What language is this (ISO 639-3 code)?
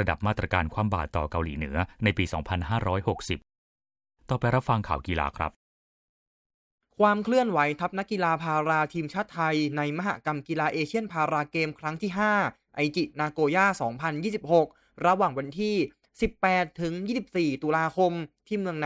tha